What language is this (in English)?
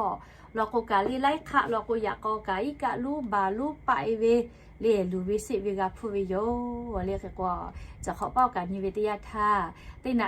Lahu